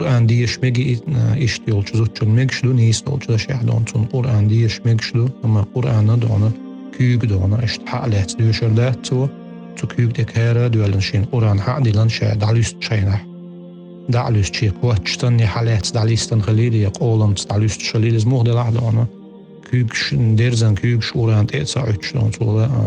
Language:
Chechen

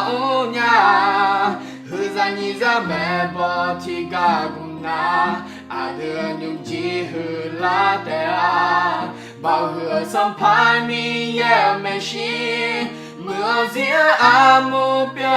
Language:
Akha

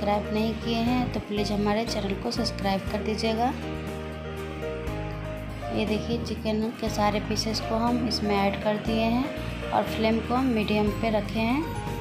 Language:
Hindi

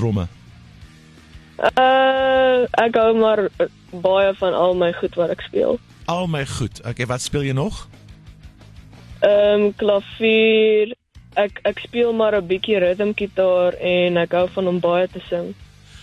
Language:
Afrikaans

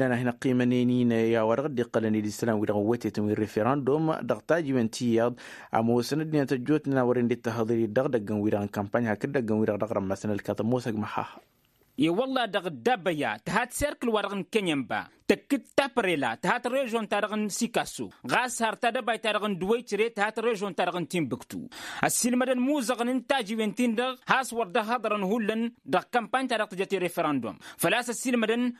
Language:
Tamasheq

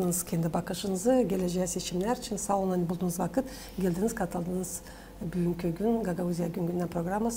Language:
Gagauz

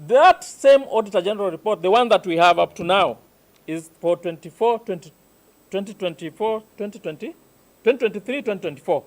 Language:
Kamba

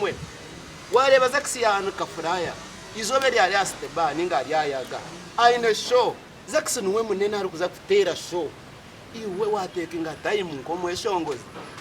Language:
Nyankole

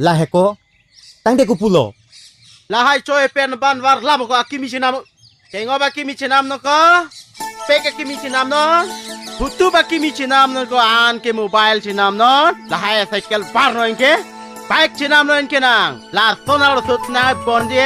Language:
Karbi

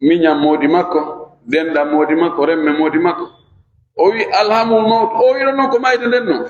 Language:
Fula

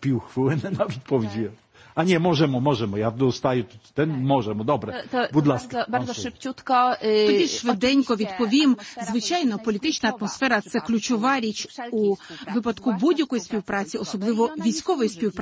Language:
Ukrainian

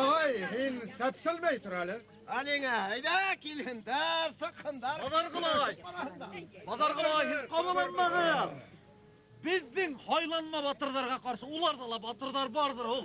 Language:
Bashkir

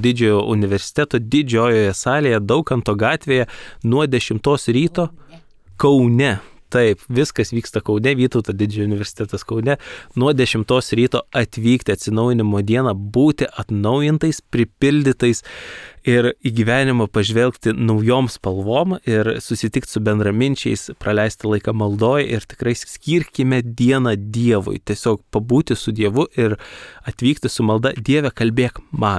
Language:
Lithuanian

